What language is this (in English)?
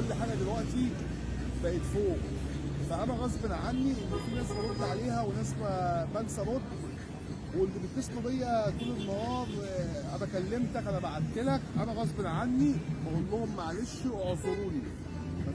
Egyptian Arabic